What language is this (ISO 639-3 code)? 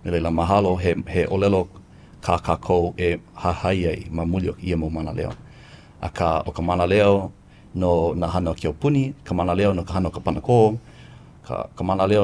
haw